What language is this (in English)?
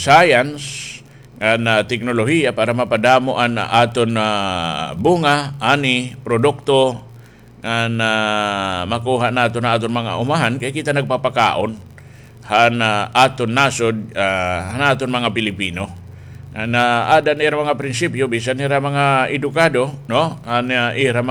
Waray